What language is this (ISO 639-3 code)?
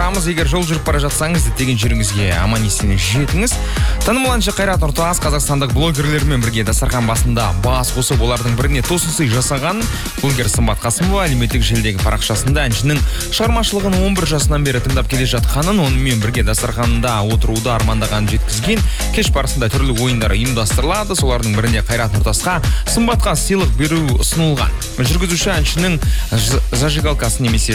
kaz